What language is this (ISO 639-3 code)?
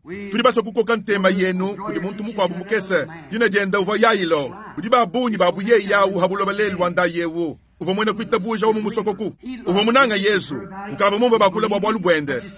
lua